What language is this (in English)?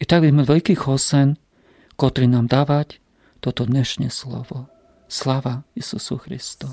Rusyn